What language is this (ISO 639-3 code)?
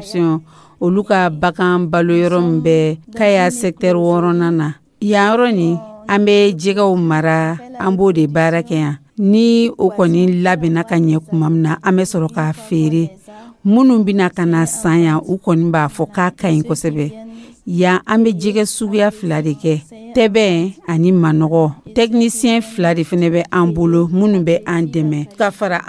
dyu